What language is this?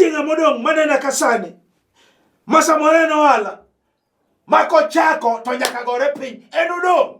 Luo (Kenya and Tanzania)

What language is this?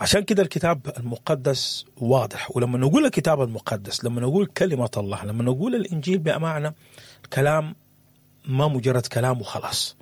Sudanese Arabic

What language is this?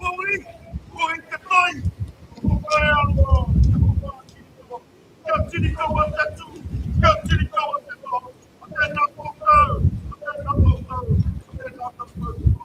Māori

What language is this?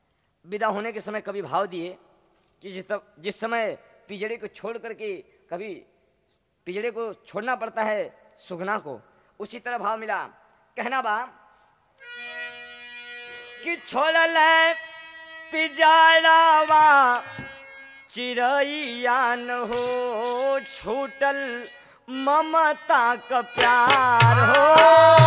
Bhojpuri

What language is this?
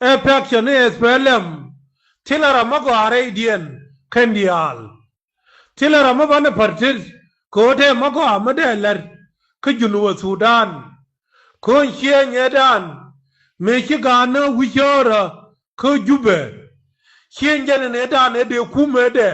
Nuer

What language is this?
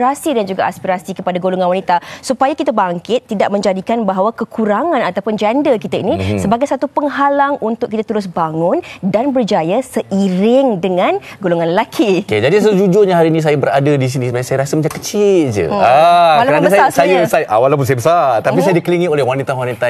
Malay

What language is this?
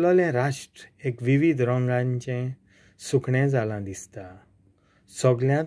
Konkani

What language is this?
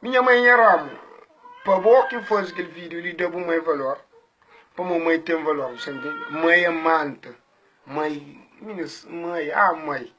Kabuverdianu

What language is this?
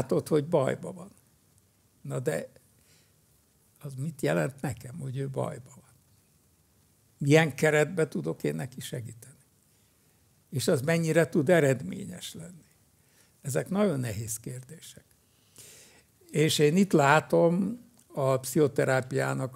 Hungarian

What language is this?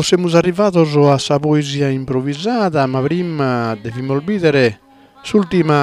Sardinian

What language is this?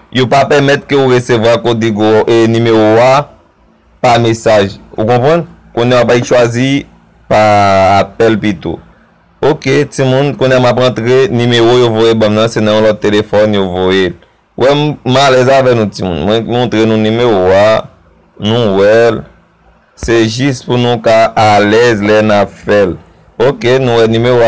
Haitian Creole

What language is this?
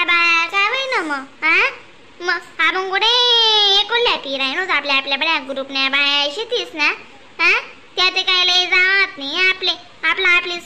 Khandesi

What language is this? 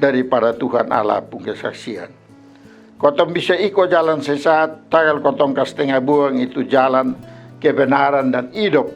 Kupang Malay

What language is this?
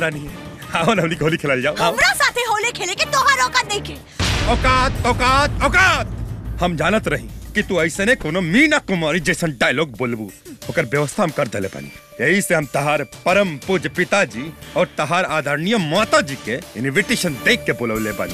Bhojpuri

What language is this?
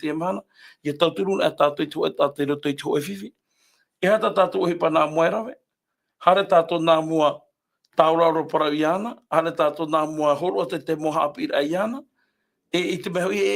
Tahitian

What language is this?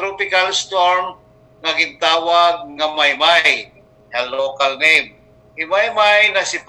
Waray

